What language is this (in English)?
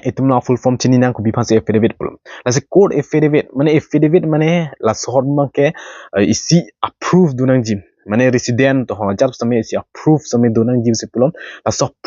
Karbi